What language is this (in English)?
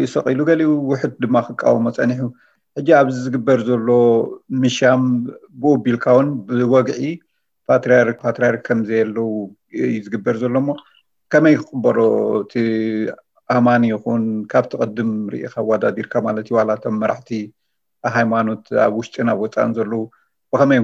Tigrinya